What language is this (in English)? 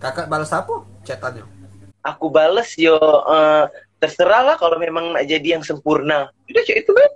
Musi